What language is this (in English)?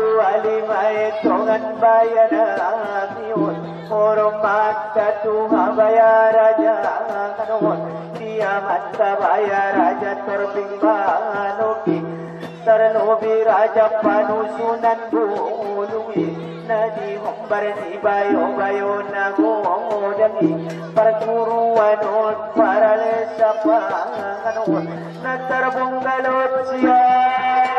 Batak Angkola